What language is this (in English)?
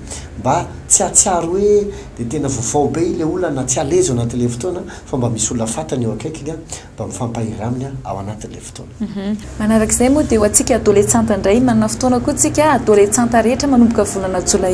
Malagasy